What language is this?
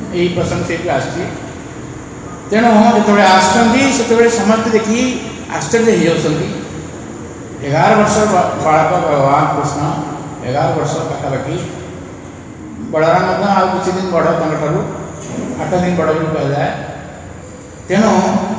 Odia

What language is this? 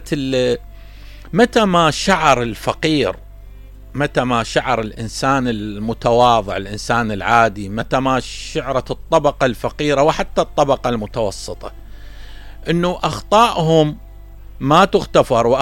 Mesopotamian Arabic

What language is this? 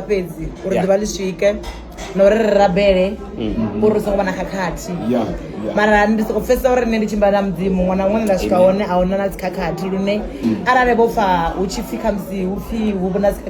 Venda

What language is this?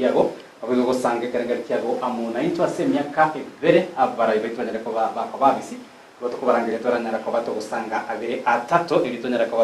Gusii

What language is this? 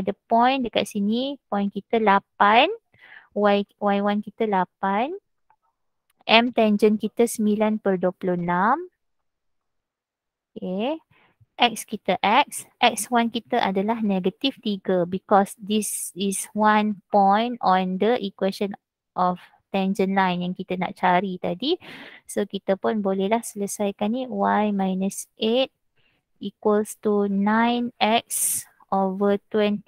Malay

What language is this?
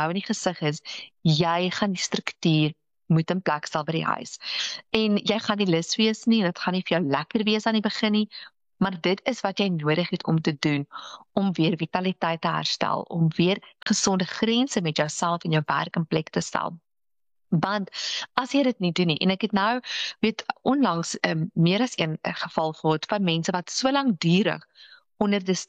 Afrikaans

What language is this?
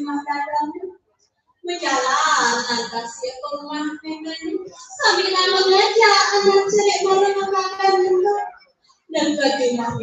Balinese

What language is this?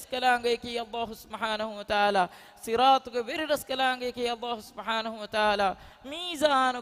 Divehi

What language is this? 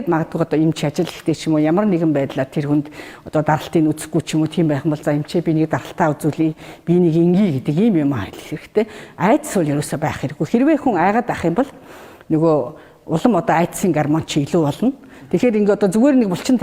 Mongolian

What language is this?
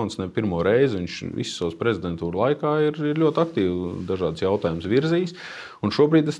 Latvian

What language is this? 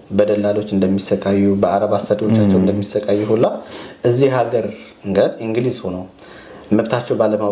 Amharic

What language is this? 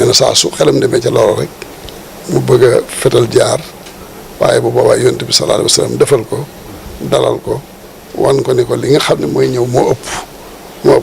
Wolof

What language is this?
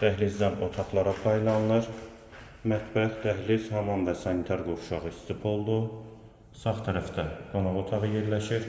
Azerbaijani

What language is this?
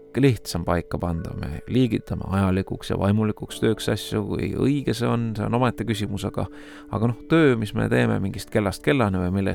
Estonian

